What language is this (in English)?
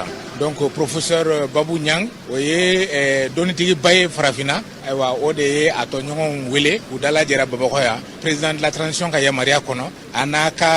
Bambara